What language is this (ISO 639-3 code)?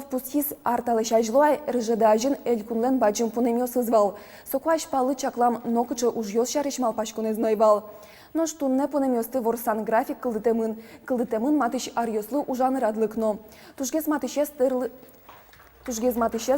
udm